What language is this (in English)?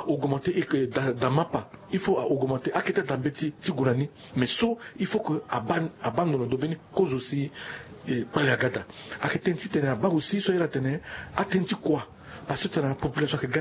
Sango